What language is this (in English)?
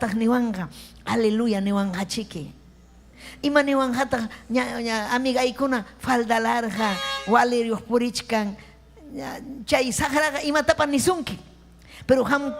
Ayacucho Quechua